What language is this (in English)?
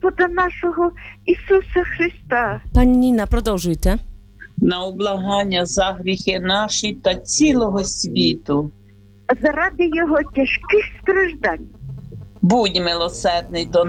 Ukrainian